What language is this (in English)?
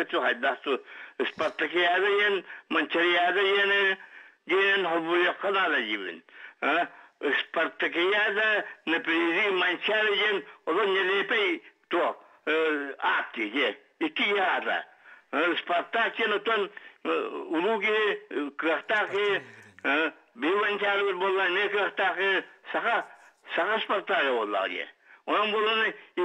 Yakut